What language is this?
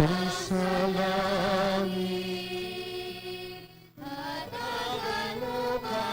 Hiligaynon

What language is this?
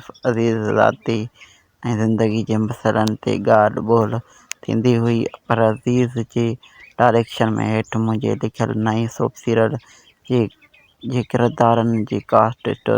Sindhi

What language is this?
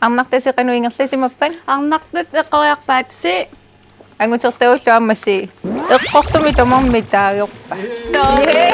Kalaallisut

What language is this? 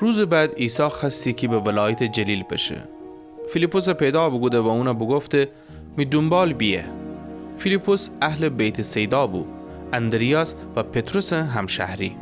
Gilaki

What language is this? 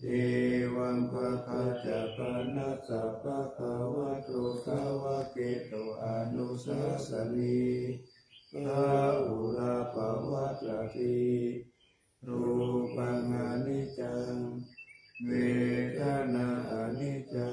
Pali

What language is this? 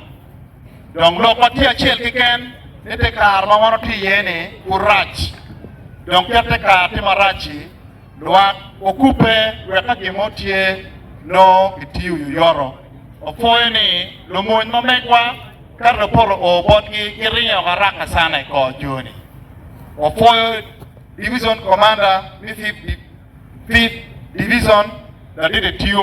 Acoli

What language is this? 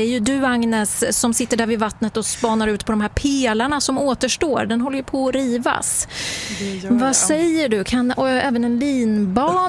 Swedish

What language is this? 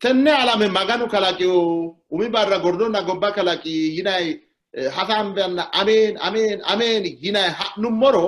Sidamo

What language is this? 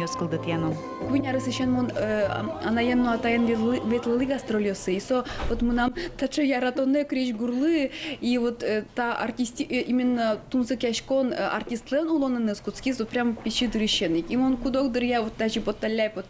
Udmurt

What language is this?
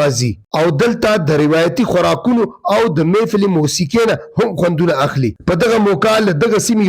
Pashto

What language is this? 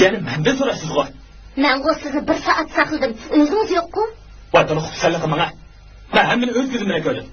Uyghur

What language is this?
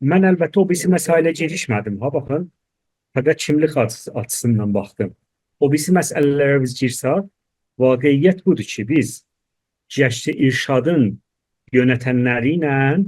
South Azerbaijani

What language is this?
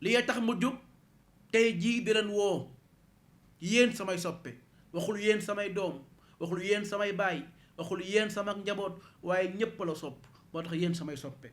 Wolof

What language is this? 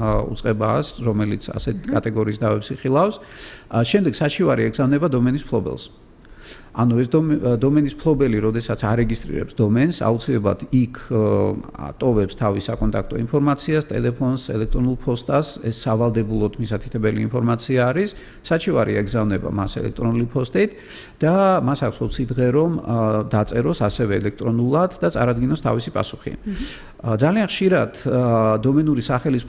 Georgian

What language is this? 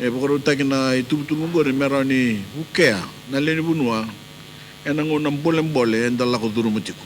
Fijian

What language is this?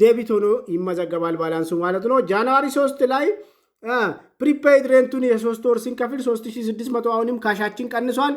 Amharic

